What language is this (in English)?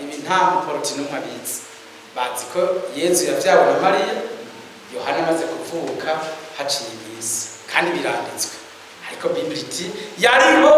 Rundi